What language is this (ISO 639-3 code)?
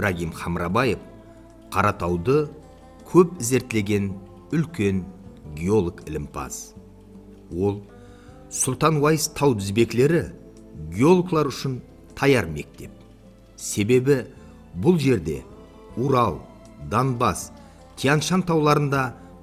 kaa